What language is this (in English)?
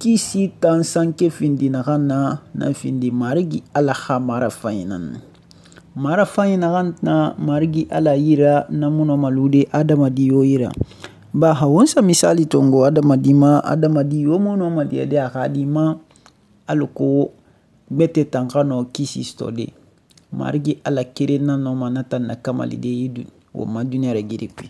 Susu